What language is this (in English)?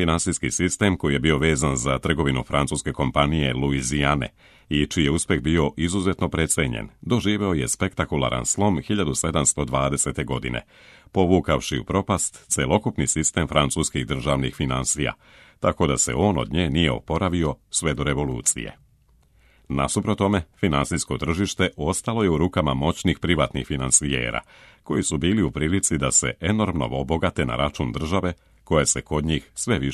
Serbian